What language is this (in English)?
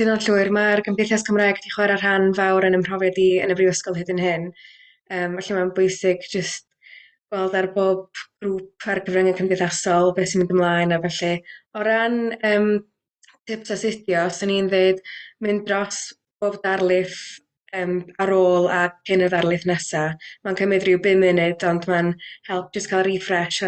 Welsh